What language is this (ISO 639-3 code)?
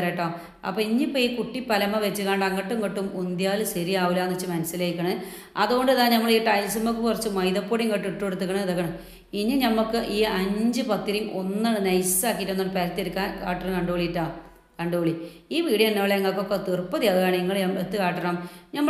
mal